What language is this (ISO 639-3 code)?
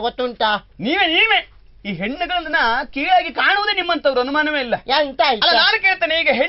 kan